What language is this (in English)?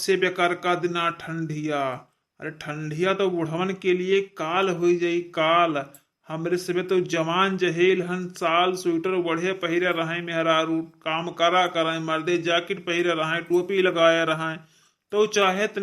Awadhi